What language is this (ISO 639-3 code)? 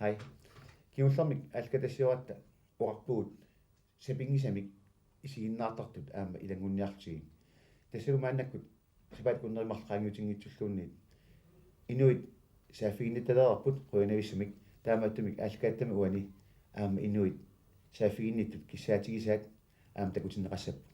kal